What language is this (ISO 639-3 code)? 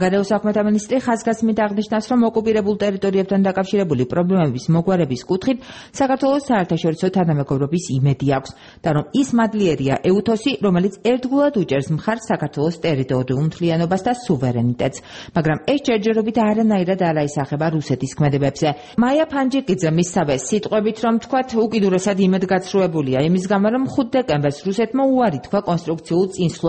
kat